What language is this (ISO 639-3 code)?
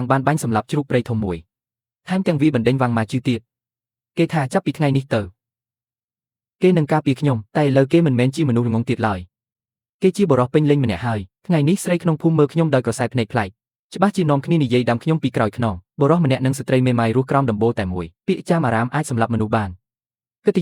khm